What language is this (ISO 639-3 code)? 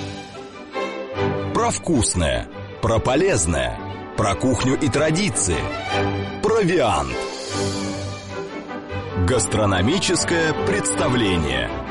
rus